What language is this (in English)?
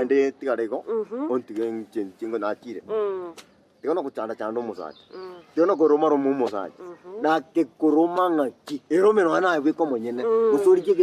Gusii